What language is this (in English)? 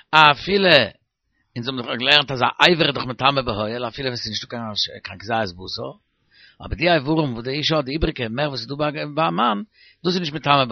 Yiddish